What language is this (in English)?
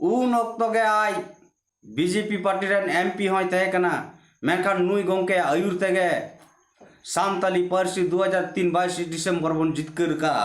Santali